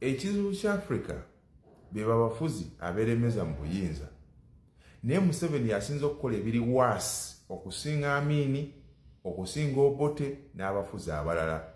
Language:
Ganda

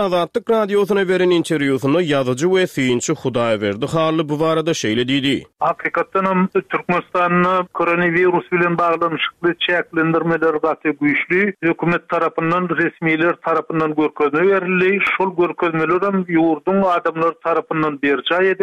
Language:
Turkmen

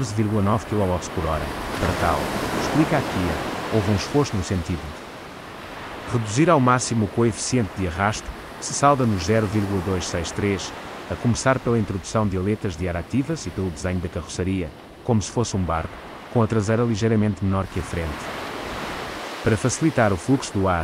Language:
Portuguese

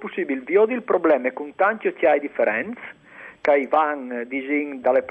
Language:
Friulian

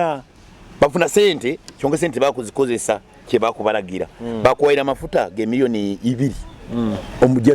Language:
Nyoro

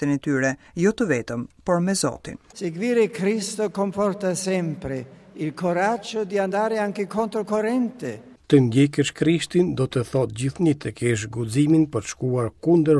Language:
Albanian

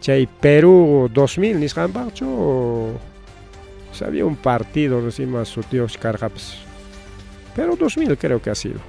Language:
Ayacucho Quechua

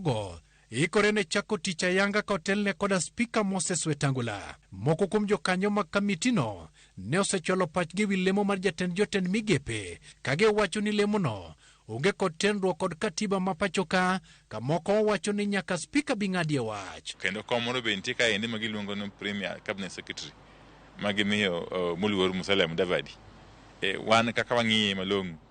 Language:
Luo (Kenya and Tanzania)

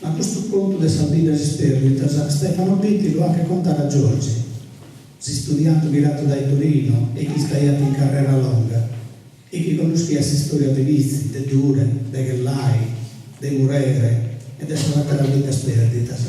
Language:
Sardinian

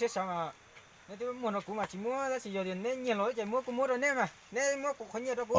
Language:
Hmong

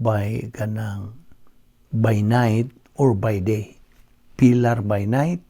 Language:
Cebuano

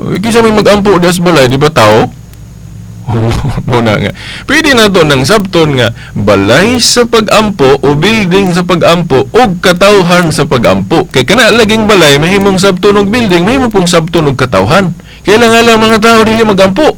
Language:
Cebuano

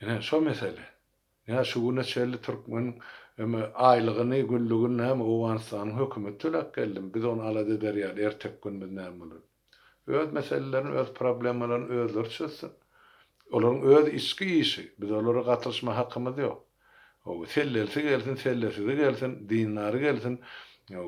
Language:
Turkmen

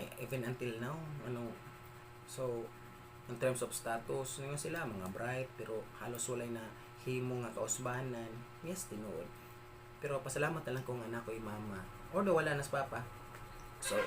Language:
Cebuano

